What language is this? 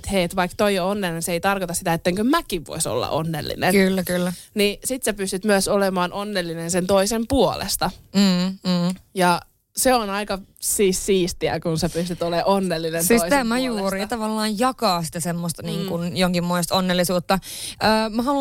Finnish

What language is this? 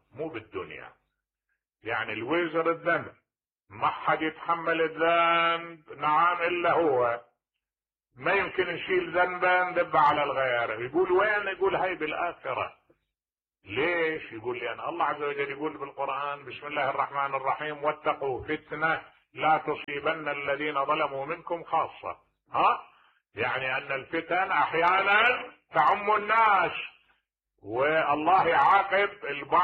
Mesopotamian Arabic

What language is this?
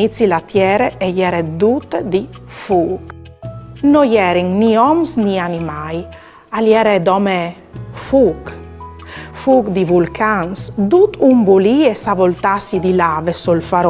Friulian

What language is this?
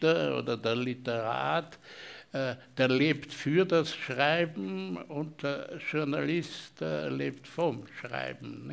German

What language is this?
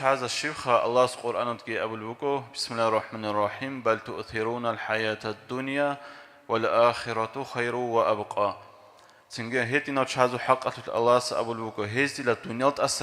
Avaric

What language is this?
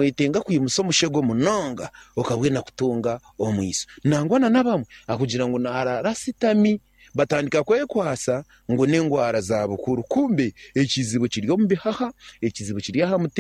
Nyankole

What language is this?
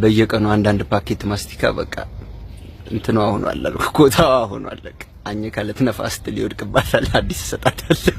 Amharic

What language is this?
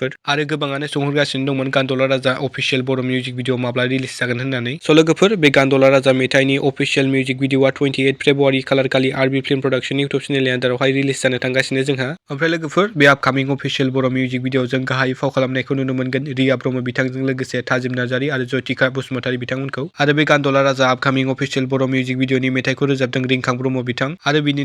Bodo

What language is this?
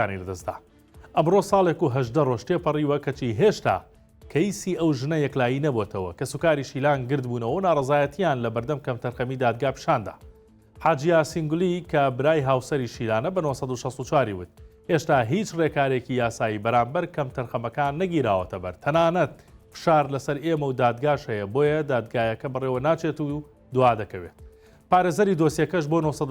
Central Kurdish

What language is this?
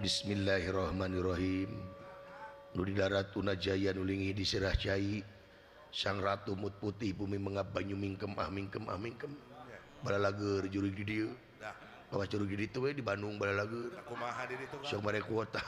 Sundanese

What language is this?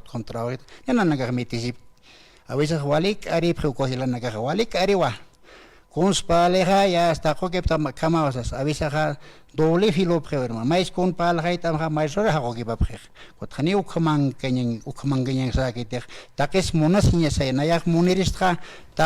Aymara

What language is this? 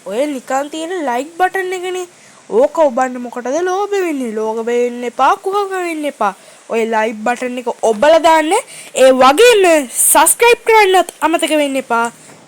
Sinhala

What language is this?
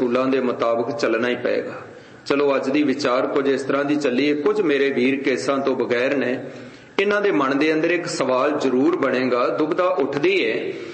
Punjabi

